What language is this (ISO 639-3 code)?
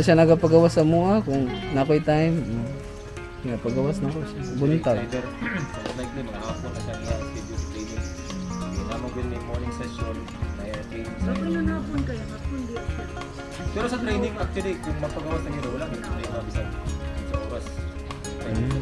ceb